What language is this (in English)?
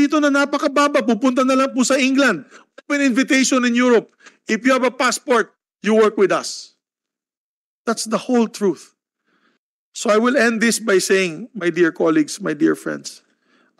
Filipino